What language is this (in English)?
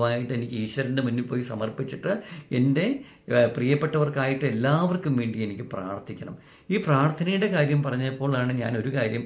Malayalam